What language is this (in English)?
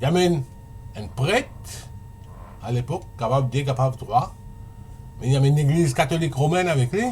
Morisyen